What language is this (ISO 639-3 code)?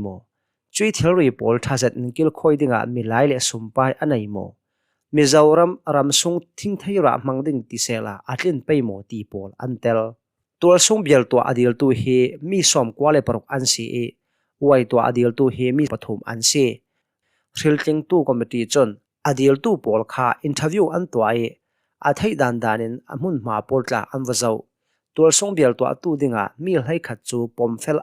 cnh